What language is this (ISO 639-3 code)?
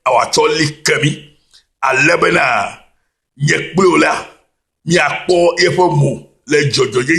ewe